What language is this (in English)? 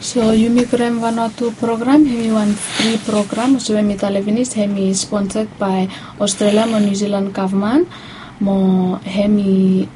Bislama